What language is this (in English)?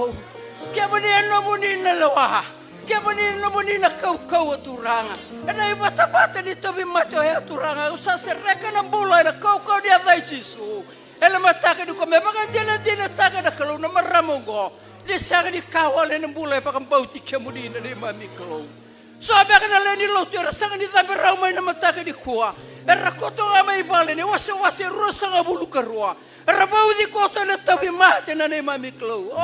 Fijian